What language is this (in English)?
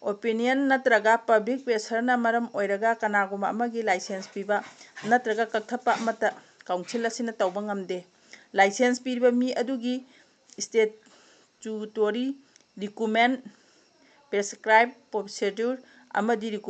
Manipuri